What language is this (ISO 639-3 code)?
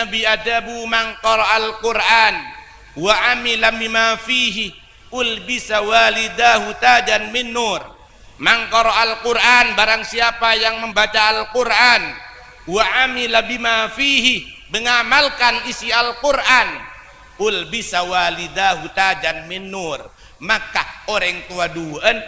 mad